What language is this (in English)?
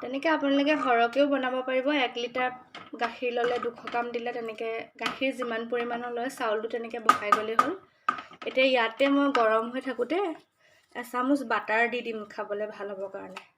Assamese